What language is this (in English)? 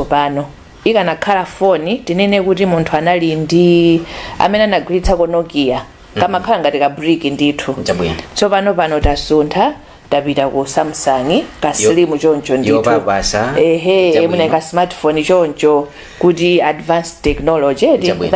Nyanja